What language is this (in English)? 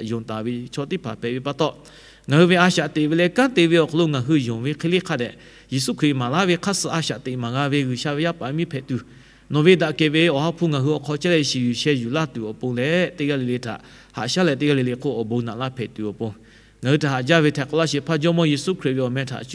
Lahu